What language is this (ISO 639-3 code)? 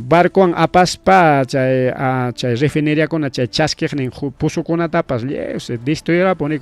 quy